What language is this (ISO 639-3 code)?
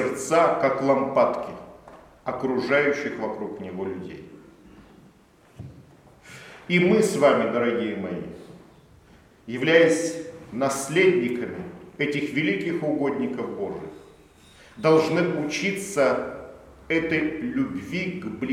rus